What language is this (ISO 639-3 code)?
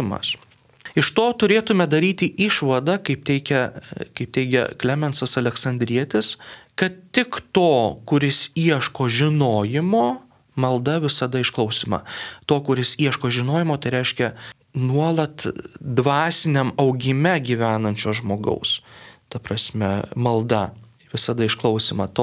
lit